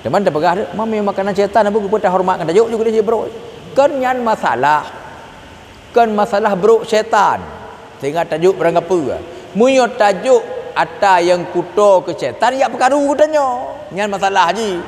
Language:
Achinese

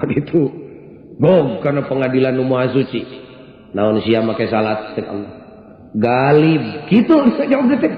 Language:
Sundanese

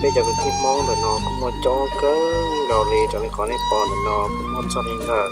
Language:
Hmong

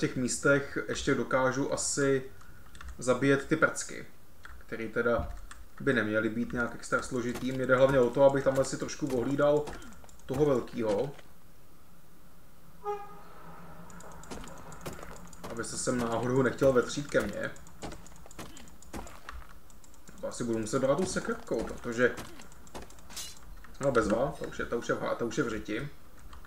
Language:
Czech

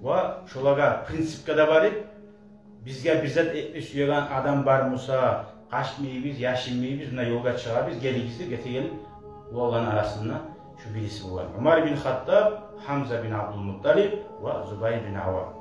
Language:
Kumyk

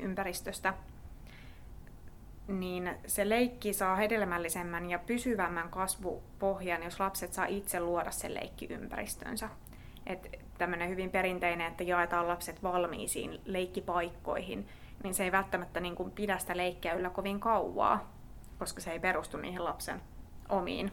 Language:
Finnish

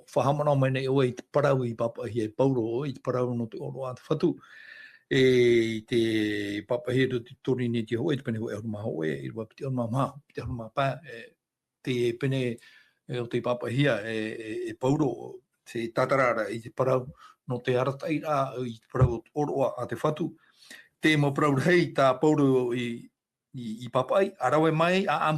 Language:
Tahitian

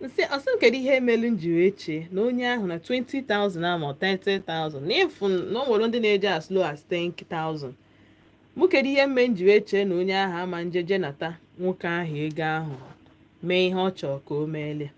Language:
Igbo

